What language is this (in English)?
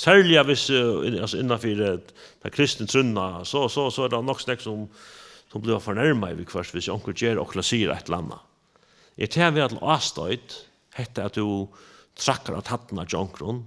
Faroese